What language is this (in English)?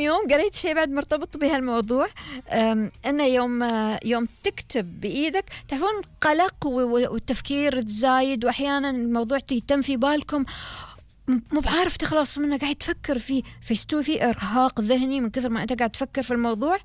Gulf Arabic